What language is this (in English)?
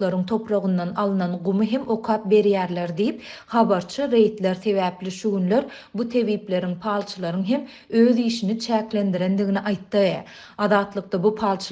Turkmen